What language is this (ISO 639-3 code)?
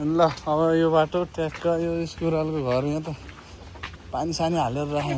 nep